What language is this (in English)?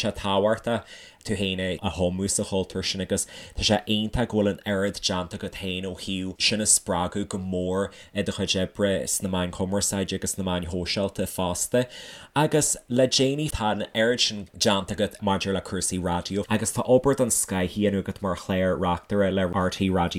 Irish